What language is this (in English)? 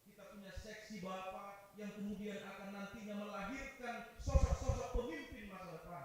Batak Simalungun